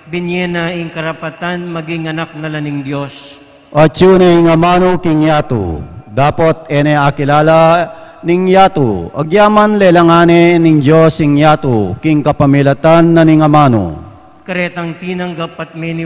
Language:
Pampanga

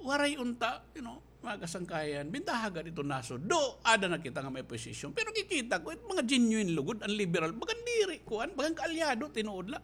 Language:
Waray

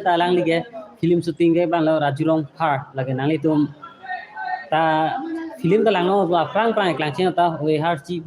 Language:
Karbi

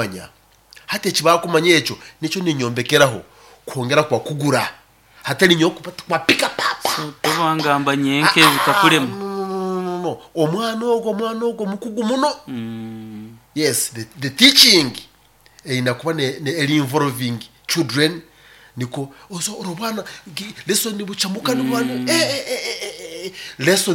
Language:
Nyoro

